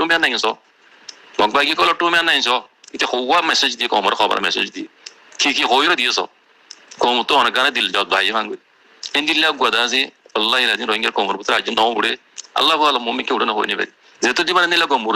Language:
Rohingya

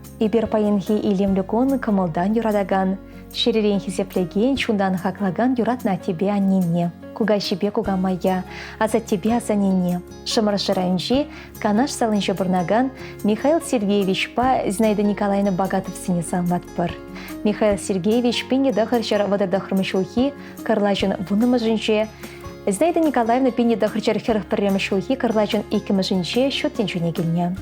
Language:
Chuvash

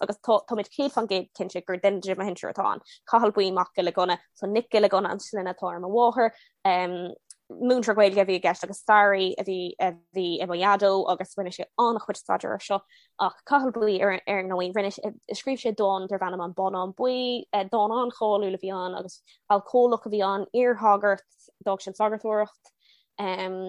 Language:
Irish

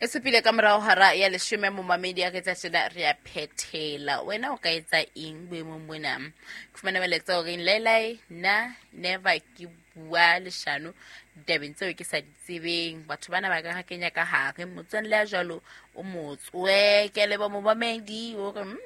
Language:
Southern Sotho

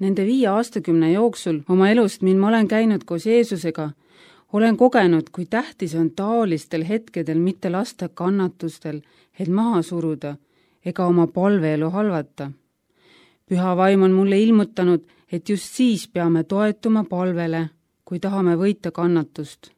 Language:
Estonian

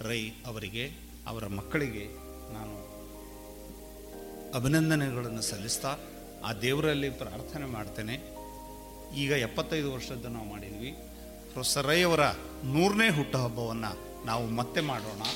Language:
Kannada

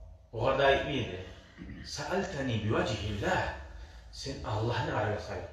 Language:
Kumyk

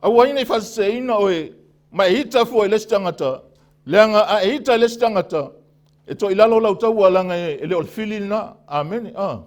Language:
Samoan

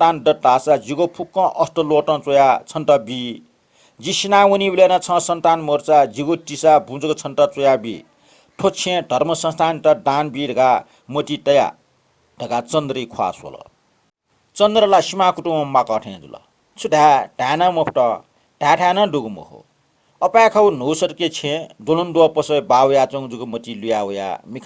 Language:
Newari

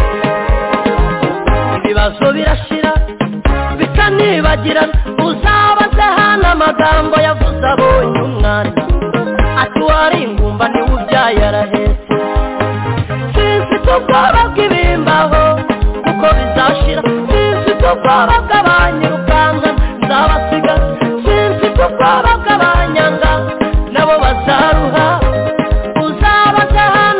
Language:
Kinyarwanda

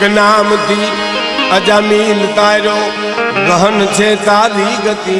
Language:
Gujarati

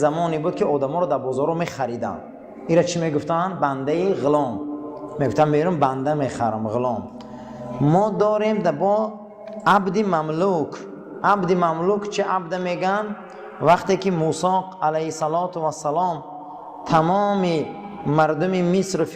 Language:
Tajik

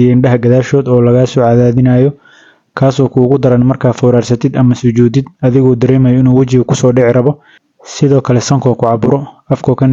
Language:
Somali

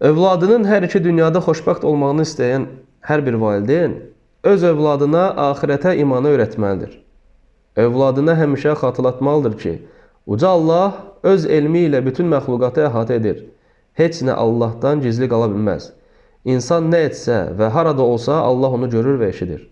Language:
Azerbaijani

